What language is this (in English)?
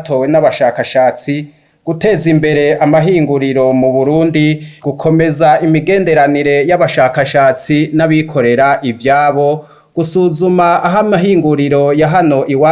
Rundi